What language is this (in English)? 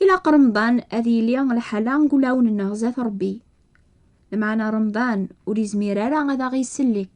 Kabyle